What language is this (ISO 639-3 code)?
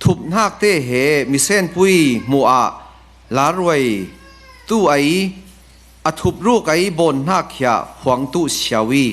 cfm